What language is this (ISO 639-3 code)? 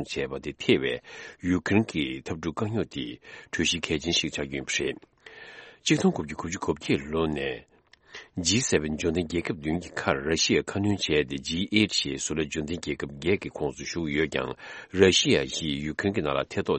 bod